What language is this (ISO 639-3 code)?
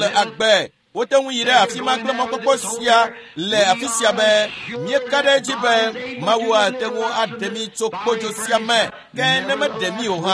ewe